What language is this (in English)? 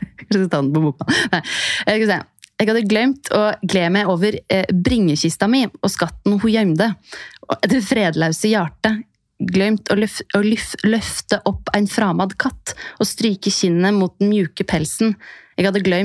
Norwegian